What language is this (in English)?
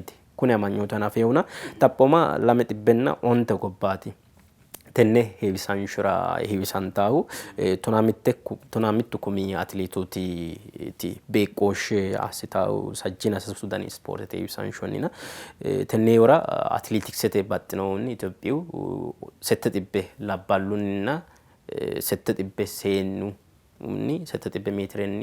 Sidamo